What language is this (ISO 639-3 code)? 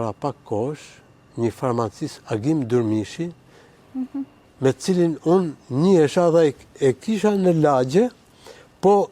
sqi